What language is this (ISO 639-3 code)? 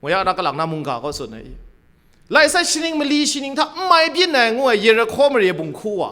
kac